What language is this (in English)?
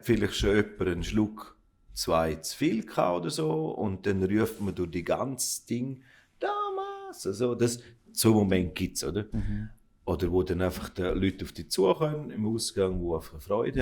Swiss German